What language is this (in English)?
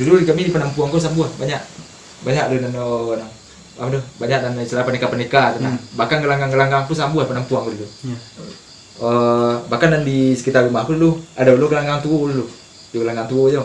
Minangkabau